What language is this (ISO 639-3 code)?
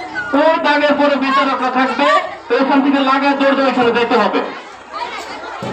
ben